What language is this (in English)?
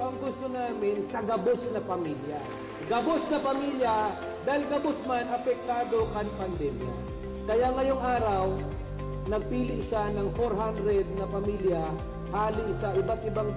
Bikol